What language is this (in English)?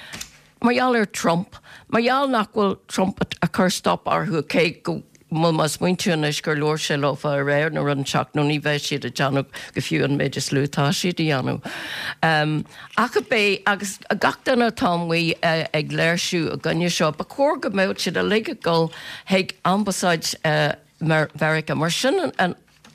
Irish